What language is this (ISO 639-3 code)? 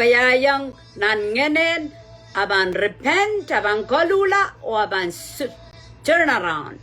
pon